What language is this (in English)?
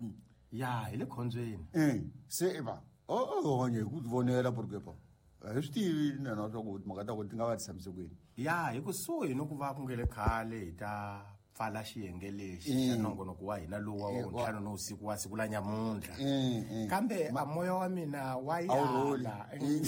Tsonga